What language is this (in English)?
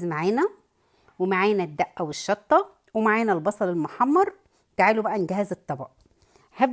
Egyptian Arabic